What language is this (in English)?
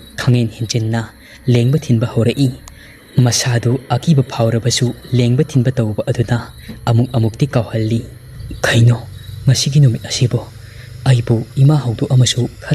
Manipuri